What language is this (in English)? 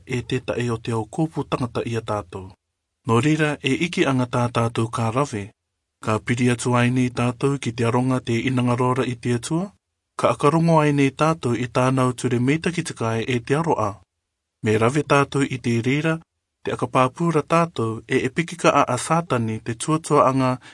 Rarotongan